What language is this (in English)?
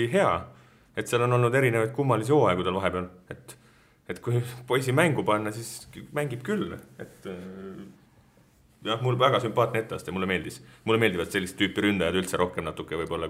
Estonian